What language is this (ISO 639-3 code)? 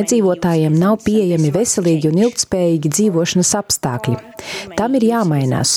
lav